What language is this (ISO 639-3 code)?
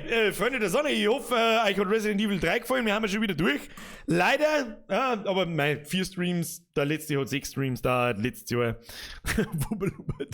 bar